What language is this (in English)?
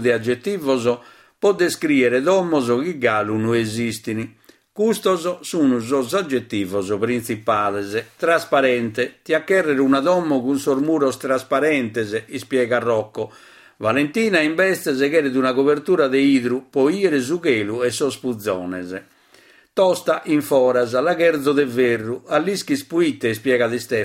Sardinian